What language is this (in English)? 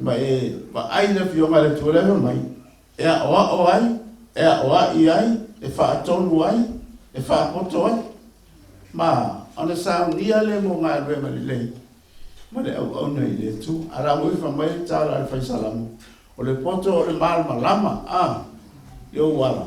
Samoan